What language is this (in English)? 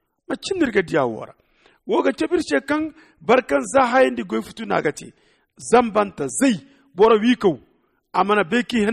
Zarma